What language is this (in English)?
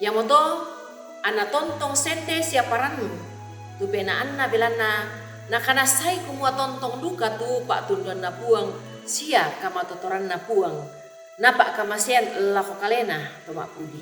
Toraja-Sa'dan